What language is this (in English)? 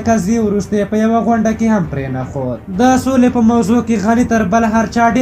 Pashto